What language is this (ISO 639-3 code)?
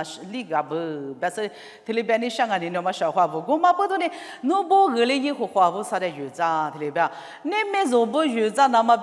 lis